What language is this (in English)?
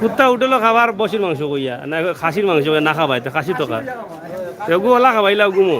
Sylheti